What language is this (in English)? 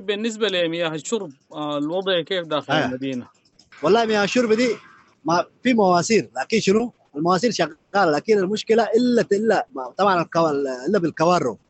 Sudanese Arabic